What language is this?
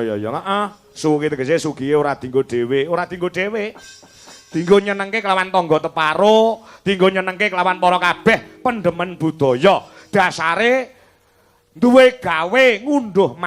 Javanese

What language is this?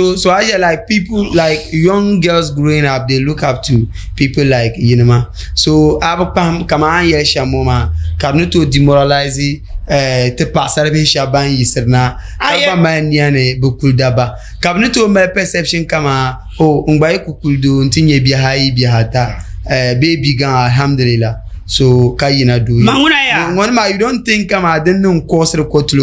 Dagbani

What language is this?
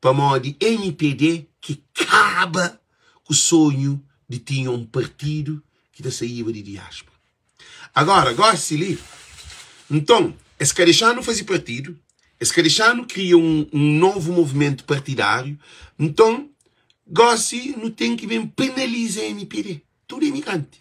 Kabuverdianu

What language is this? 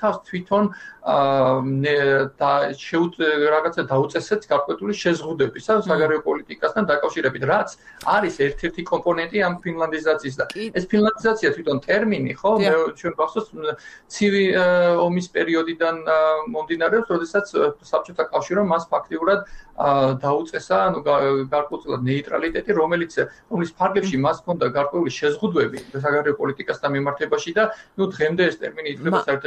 Georgian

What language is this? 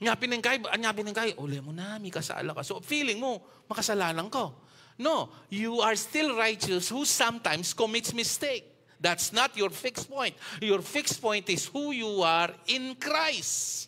Pampanga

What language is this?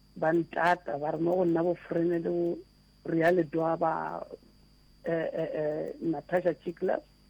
Northern Sotho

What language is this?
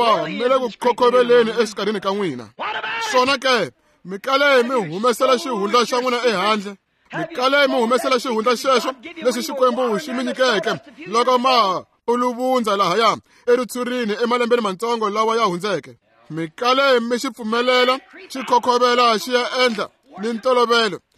Tsonga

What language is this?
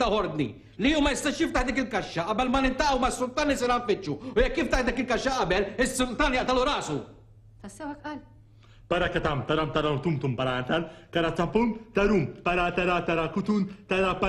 Maltese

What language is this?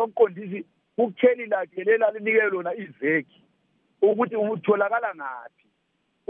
North Ndebele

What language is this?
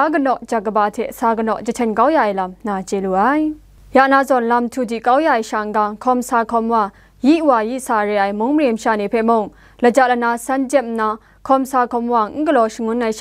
Kachin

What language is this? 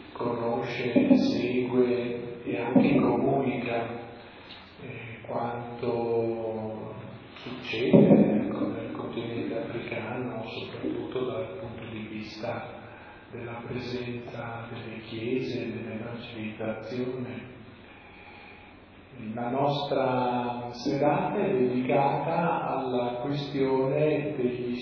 Italian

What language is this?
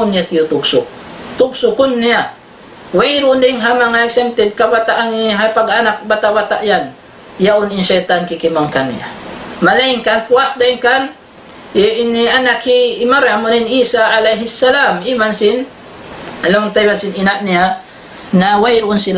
Tausug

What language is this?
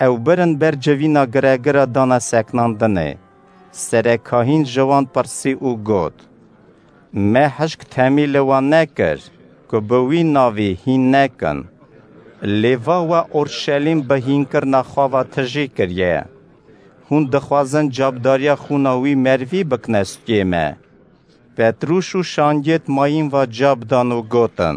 Kurdish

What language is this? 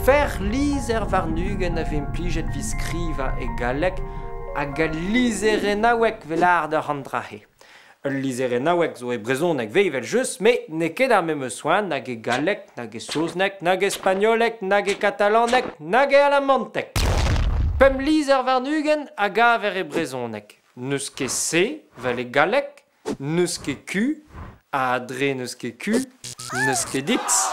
Breton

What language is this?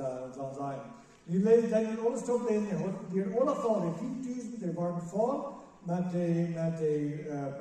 Plautdietsch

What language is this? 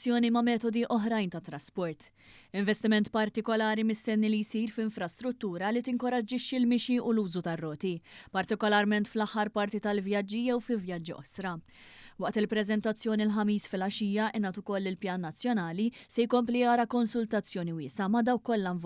Maltese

